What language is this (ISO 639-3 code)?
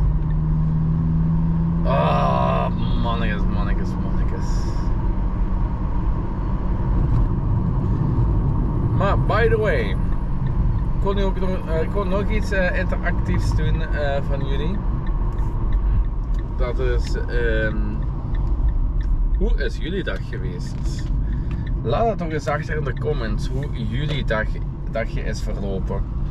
nld